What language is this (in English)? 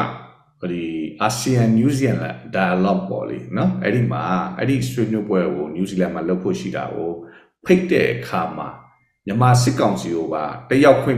Burmese